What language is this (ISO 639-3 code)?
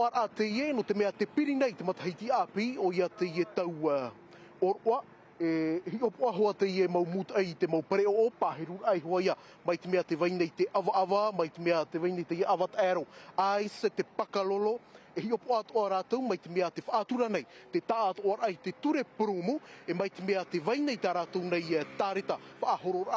tah